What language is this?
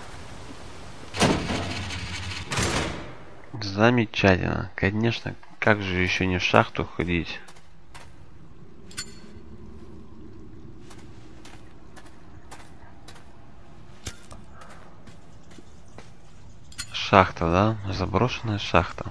Russian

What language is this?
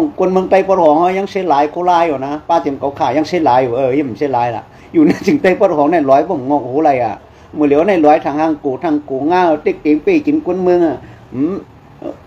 Shan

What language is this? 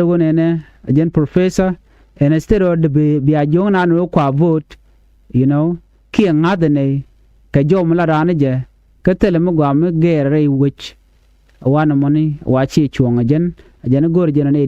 Nuer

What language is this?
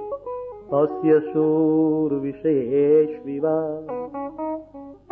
Gujarati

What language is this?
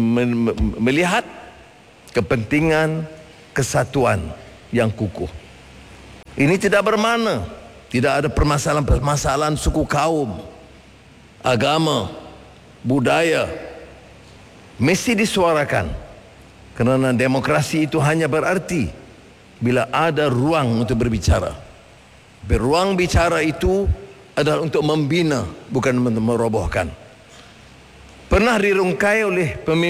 Malay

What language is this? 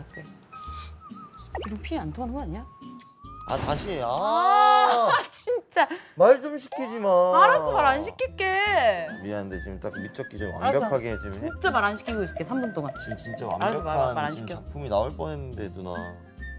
Korean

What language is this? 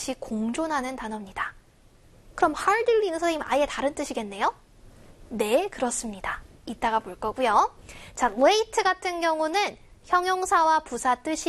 Korean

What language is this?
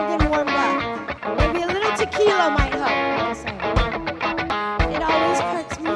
English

